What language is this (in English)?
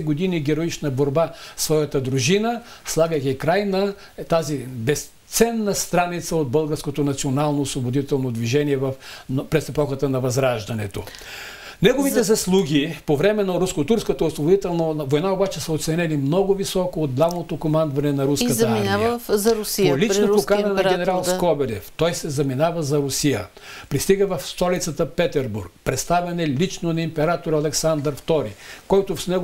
Bulgarian